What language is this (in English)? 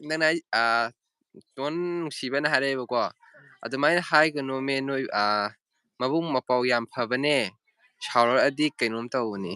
Manipuri